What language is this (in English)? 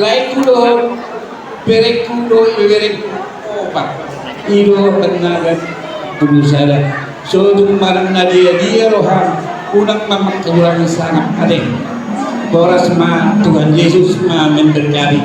Batak Toba